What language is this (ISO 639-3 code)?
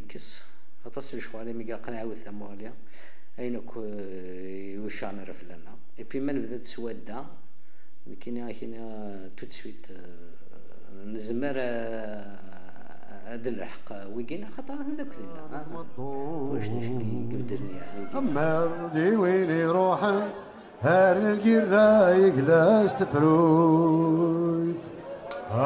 kab